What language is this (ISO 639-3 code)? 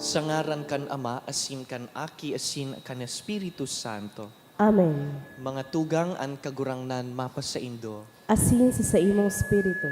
bik